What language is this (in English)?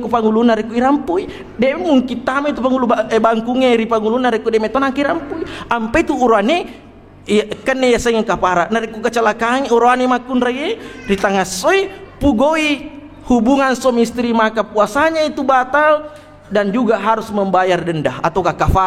Buginese